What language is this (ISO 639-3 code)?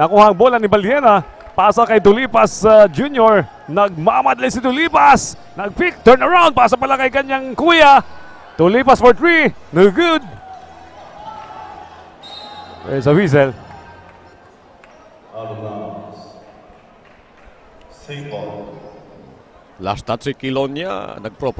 fil